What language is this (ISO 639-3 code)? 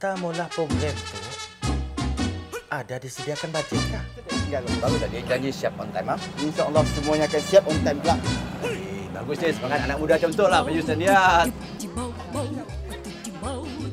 msa